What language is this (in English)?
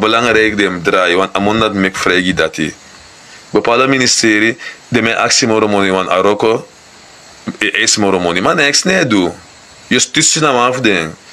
Sranan Tongo